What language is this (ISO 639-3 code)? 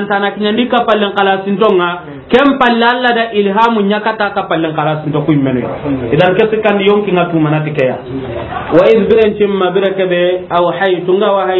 snk